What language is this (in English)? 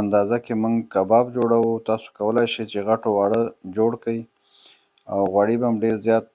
Pashto